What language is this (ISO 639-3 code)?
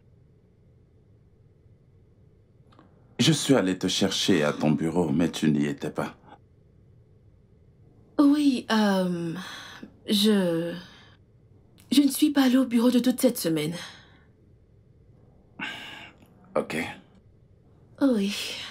fra